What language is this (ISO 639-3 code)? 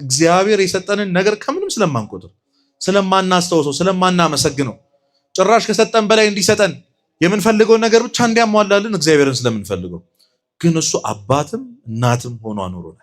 amh